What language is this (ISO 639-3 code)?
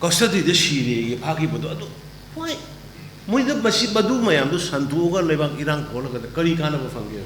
mni